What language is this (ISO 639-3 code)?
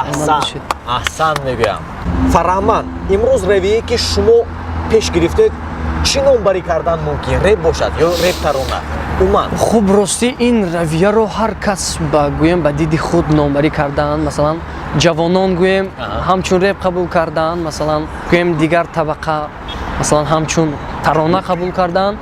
tgk